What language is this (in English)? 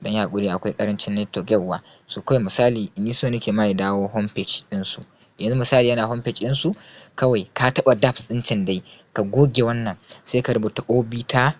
Hausa